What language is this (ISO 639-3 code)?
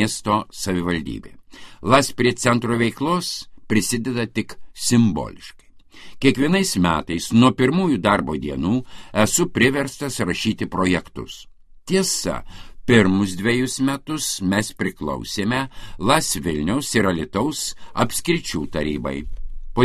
lit